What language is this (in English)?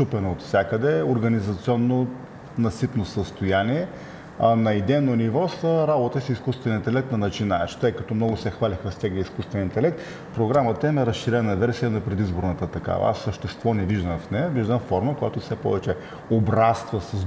Bulgarian